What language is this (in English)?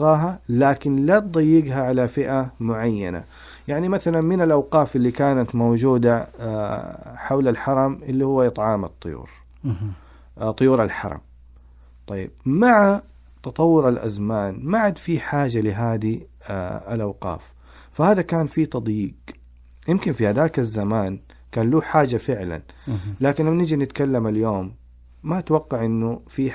Najdi Arabic